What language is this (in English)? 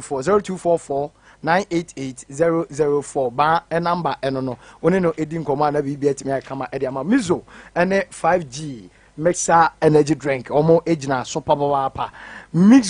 Akan